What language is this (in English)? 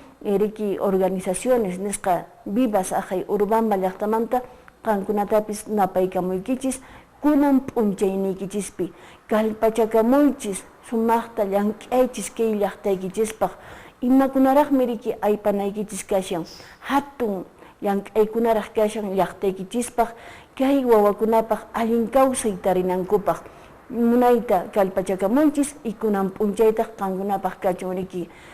Quechua